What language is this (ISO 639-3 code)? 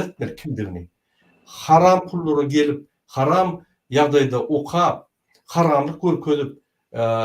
tuk